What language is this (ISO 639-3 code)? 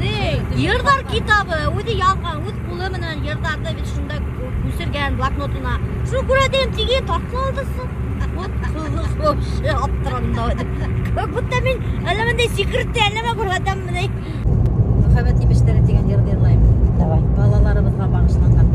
bak